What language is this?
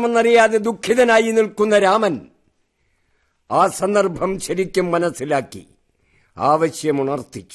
Malayalam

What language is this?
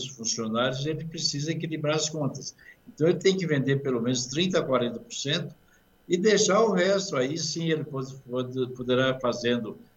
Portuguese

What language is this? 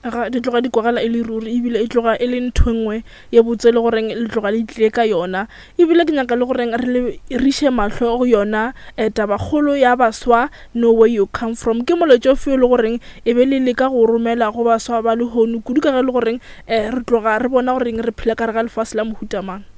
Northern Sotho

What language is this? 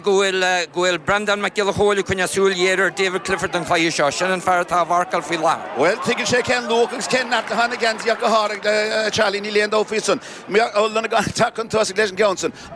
Irish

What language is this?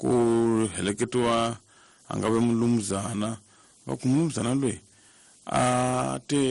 Tsonga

